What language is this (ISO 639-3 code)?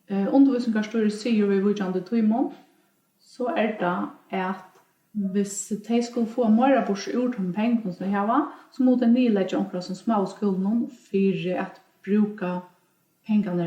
fao